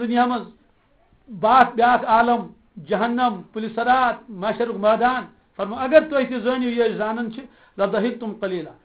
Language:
Kashmiri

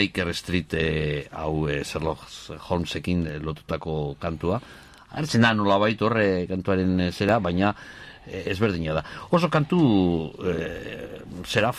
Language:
Basque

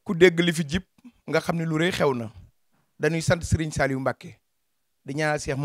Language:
Wolof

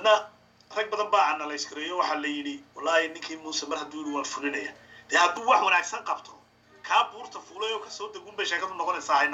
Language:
Somali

